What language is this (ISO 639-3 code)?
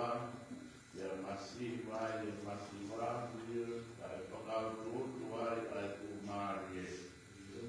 ton